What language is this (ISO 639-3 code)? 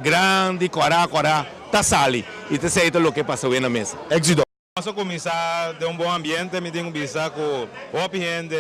pap